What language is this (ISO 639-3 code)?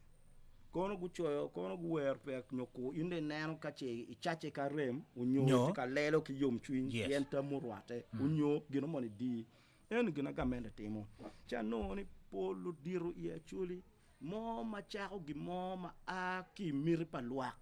ach